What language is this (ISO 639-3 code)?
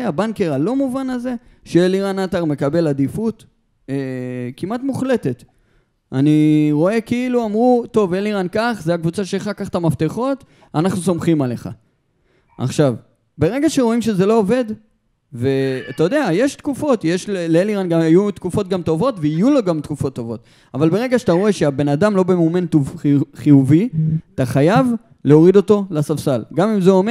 heb